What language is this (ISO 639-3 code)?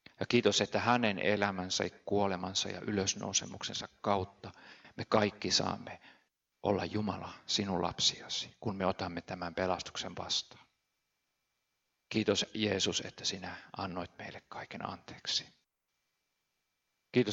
fin